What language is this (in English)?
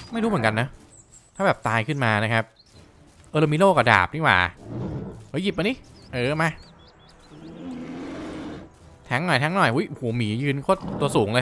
Thai